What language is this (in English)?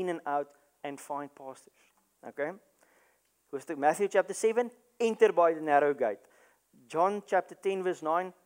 Afrikaans